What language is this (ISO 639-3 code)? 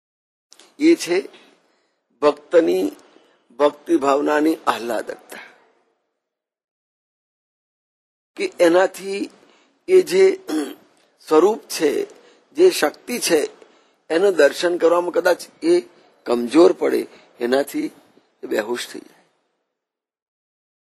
guj